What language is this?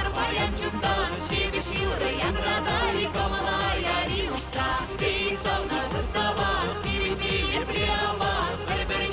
Chuvash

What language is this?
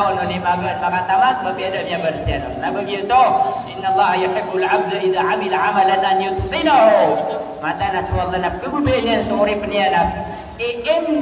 Maranao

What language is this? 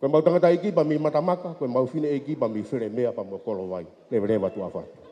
Tongan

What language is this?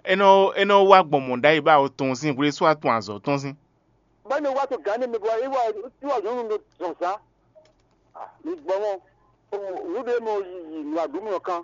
Fon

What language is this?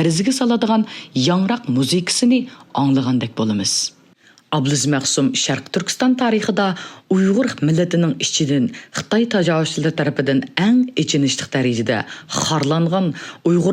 Uyghur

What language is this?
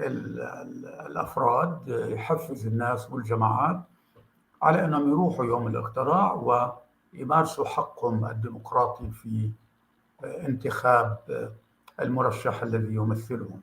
North Levantine Arabic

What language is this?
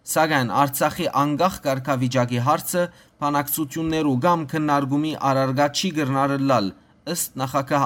Western Armenian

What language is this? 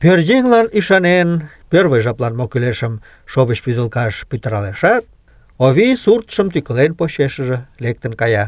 Mari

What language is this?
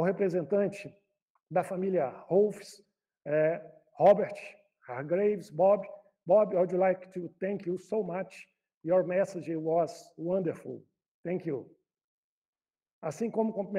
Portuguese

